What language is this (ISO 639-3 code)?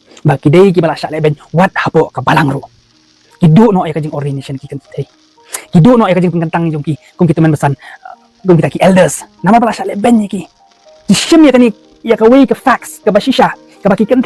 kha